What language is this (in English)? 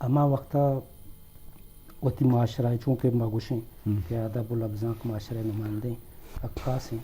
Eastern Balochi